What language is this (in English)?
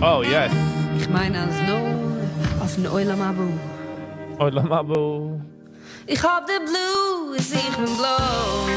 Yiddish